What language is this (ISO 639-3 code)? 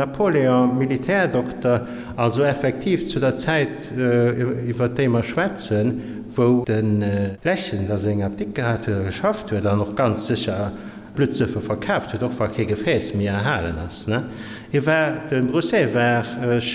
ltz